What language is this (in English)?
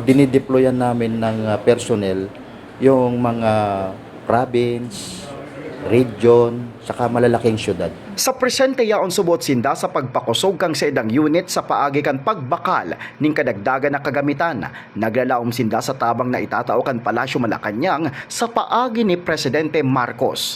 Bikol